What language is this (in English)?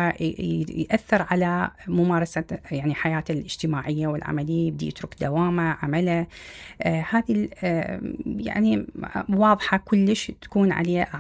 Mesopotamian Arabic